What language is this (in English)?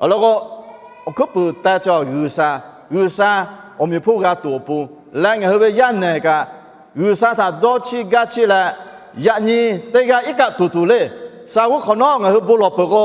Lahu